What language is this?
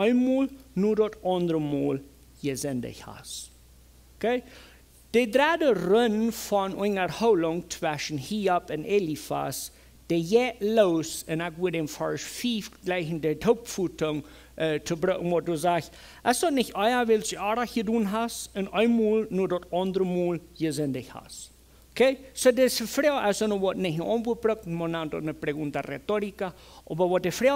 Plautdietsch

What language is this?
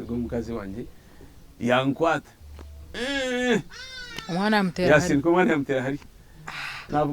Nyankole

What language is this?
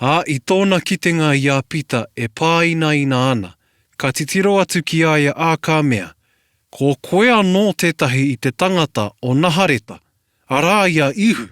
Māori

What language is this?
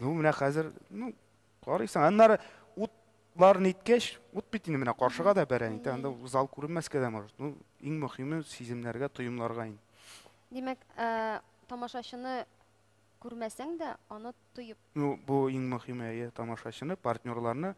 Tatar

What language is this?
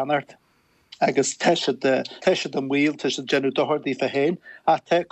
Irish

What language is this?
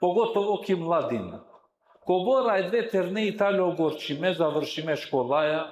Balkan Romani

